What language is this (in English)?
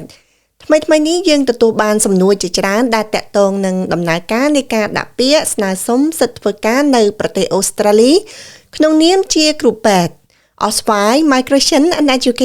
Khmer